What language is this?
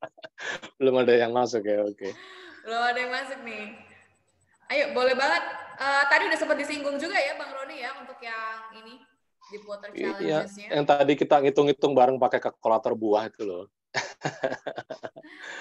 Indonesian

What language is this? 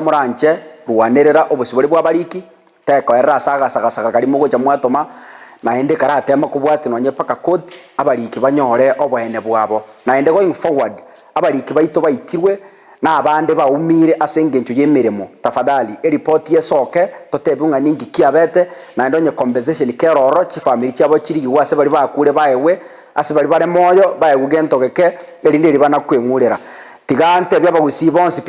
Gusii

